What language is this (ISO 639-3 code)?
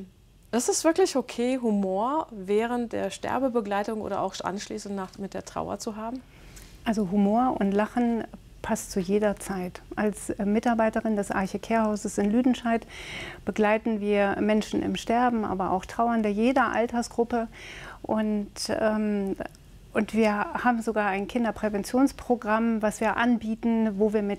deu